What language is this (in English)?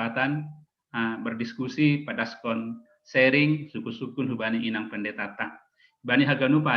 Batak Simalungun